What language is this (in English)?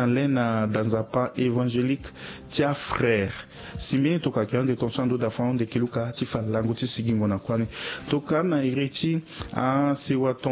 Sango